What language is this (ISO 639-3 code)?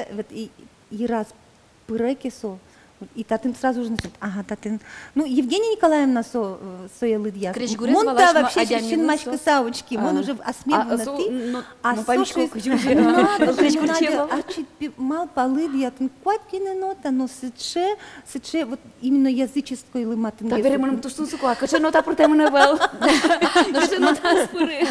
udm